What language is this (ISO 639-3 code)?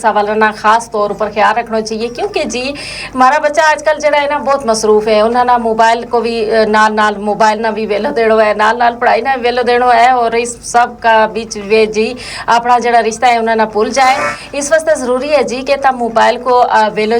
gju